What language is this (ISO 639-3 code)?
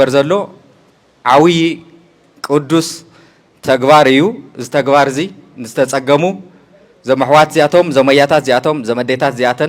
tir